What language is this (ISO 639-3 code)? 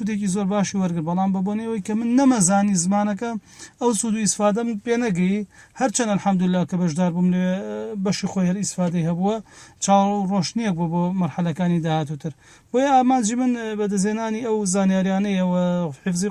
ckb